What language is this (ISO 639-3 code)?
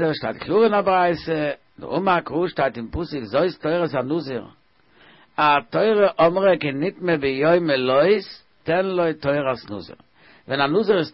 yid